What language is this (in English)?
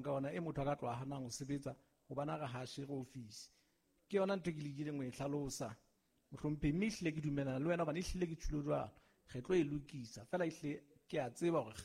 Southern Sotho